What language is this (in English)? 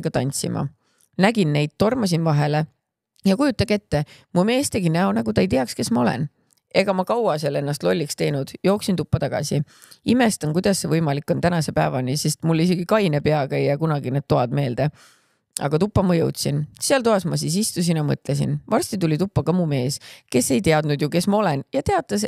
Estonian